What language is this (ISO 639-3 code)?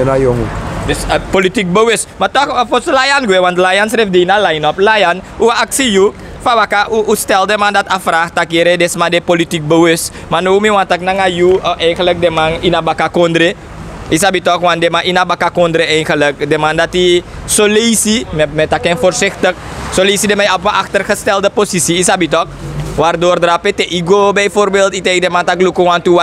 srn